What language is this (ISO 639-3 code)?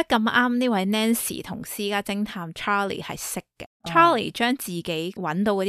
yue